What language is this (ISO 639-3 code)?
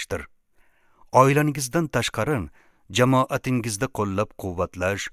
uzb